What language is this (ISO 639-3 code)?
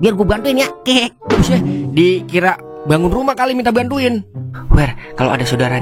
bew